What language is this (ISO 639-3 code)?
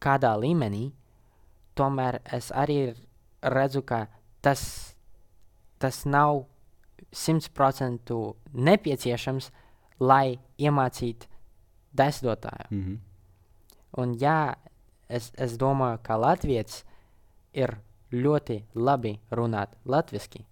lav